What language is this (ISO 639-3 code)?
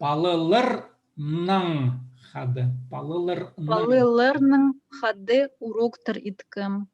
kjh